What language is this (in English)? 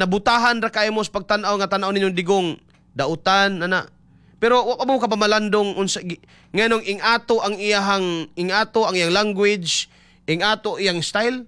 Cebuano